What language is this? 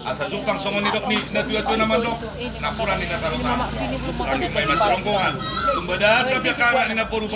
Batak Karo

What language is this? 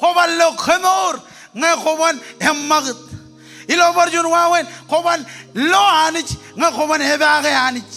Marshallese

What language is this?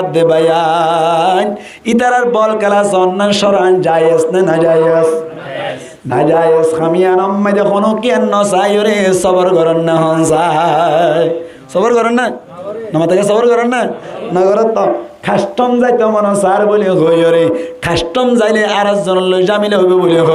Rohingya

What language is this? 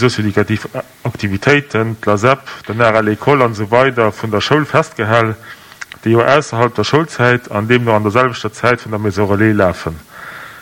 Luxembourgish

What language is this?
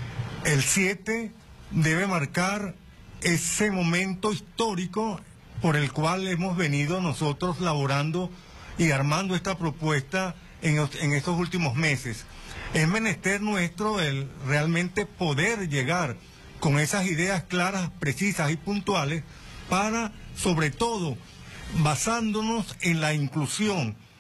Spanish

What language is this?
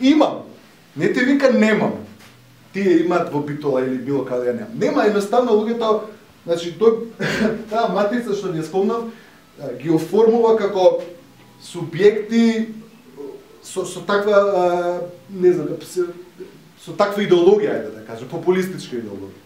Macedonian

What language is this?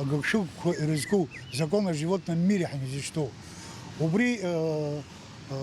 Abkhazian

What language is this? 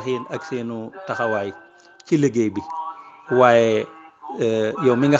Wolof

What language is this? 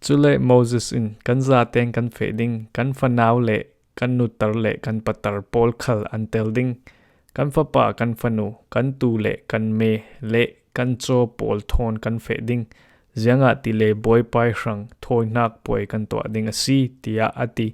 Falam Chin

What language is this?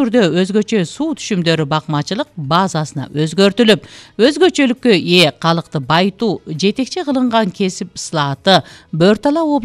Kyrgyz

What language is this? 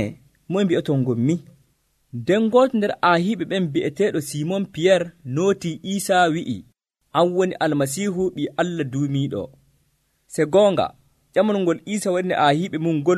Nigerian Fulfulde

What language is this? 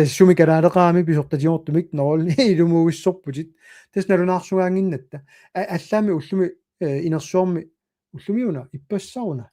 Kalaallisut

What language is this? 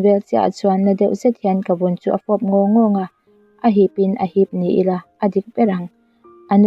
Mizo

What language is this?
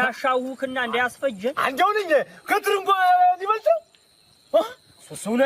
Amharic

